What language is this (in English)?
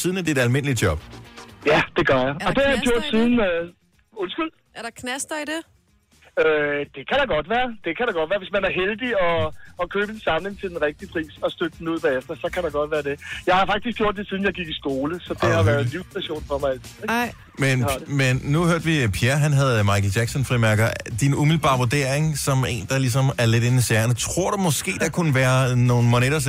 Danish